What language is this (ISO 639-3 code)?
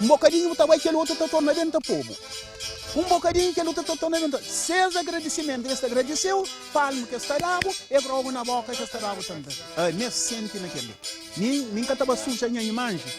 kea